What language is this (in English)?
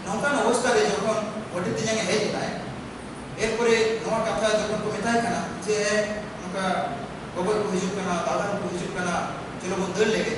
Santali